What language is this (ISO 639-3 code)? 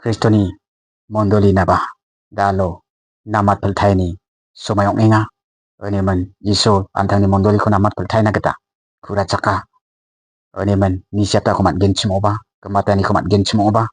grt